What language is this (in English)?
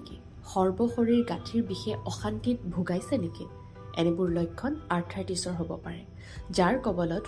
Assamese